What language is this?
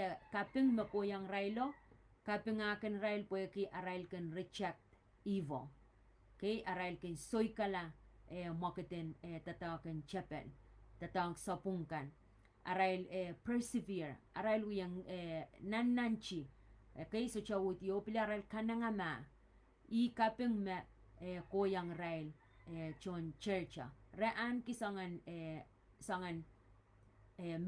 Pohnpeian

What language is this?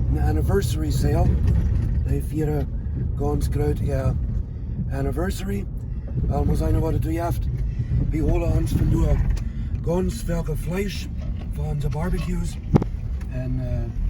Plautdietsch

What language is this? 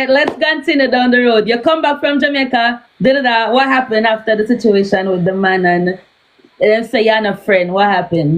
Jamaican Creole English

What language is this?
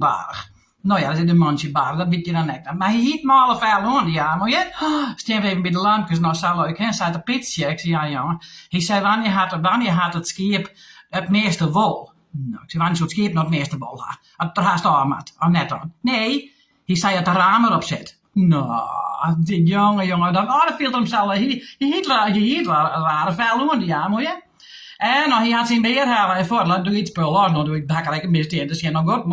Western Frisian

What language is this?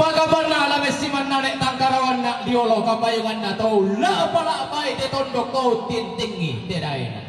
Toraja-Sa'dan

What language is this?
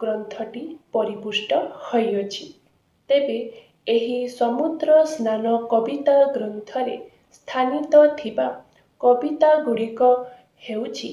Odia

